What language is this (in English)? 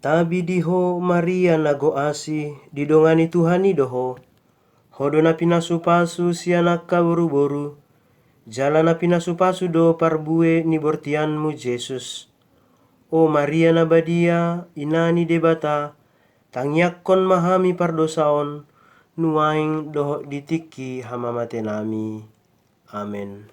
Batak Toba